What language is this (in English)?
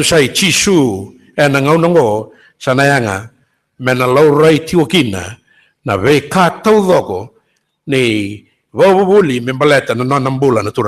Fijian